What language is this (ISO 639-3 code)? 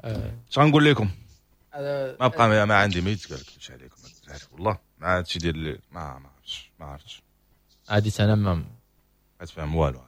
ary